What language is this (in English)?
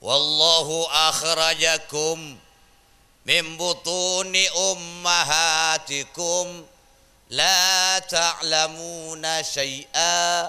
Madurese